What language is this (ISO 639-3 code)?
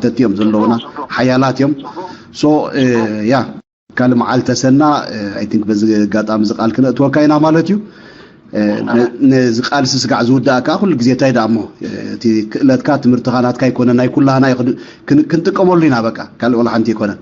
tir